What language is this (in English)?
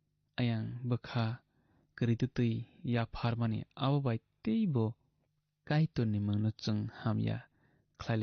Kok Borok